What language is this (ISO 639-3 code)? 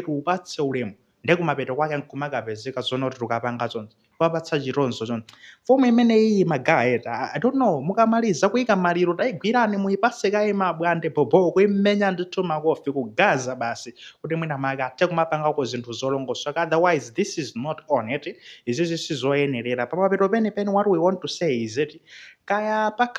nya